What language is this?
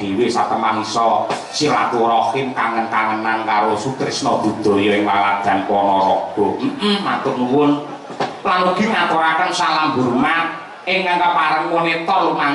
Javanese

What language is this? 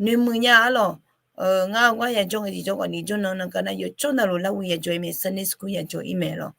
Akha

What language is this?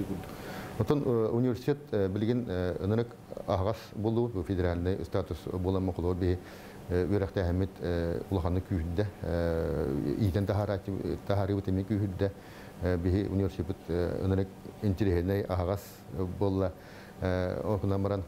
Yakut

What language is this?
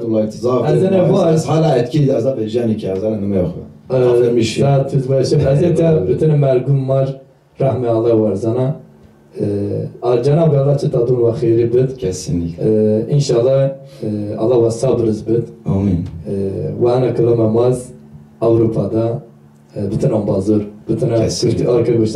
Zaza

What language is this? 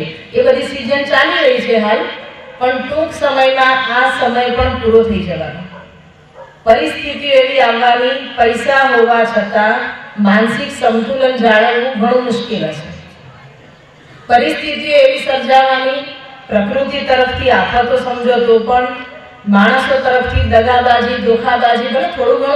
Gujarati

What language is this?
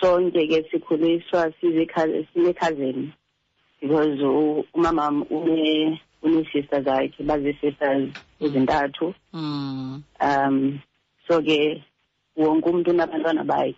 Xhosa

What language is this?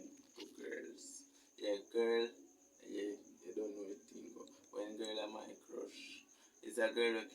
Jamaican Creole English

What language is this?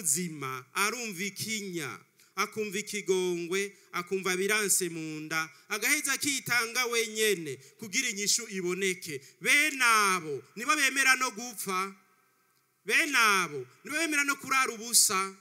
Rundi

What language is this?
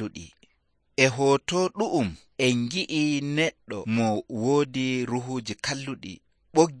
Nigerian Fulfulde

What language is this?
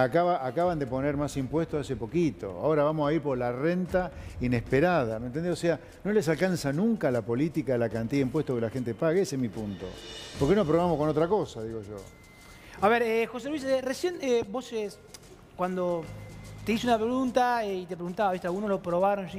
Spanish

